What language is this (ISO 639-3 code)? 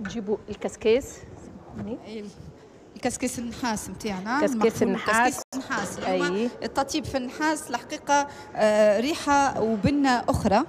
aeb